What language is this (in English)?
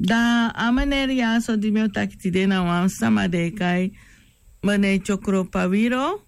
Sranan Tongo